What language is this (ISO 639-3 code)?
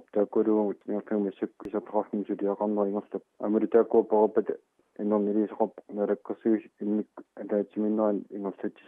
kal